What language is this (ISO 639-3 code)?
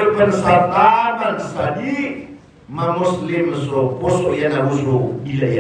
mrw